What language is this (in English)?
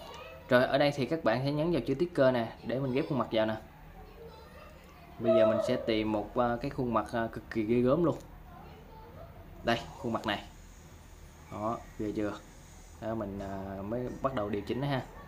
Vietnamese